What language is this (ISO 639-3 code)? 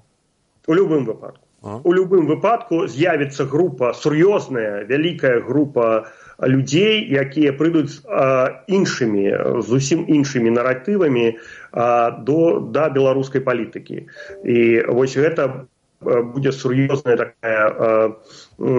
bel